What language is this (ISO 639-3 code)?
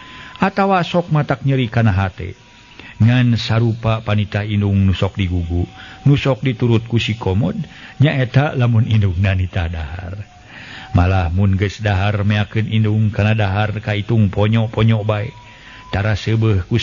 sun